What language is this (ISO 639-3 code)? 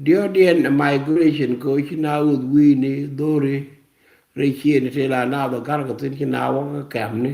nus